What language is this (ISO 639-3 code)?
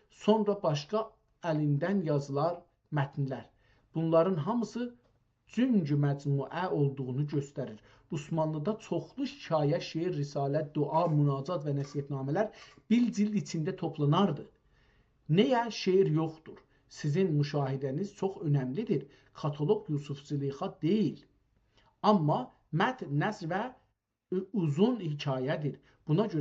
azb